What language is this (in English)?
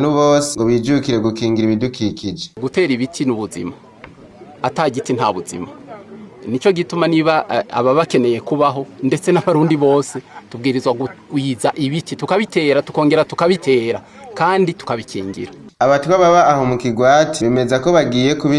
Rundi